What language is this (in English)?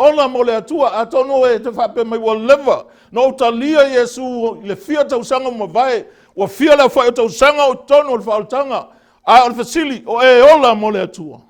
Samoan